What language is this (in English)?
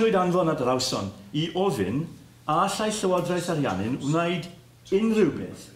Welsh